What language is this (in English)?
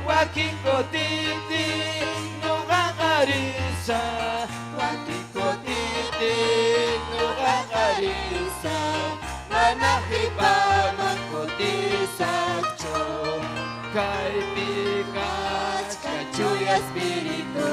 Ayacucho Quechua